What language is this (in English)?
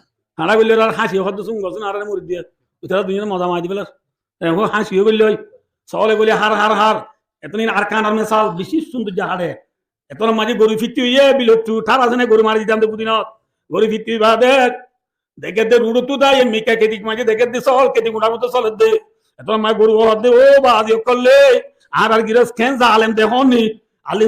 Rohingya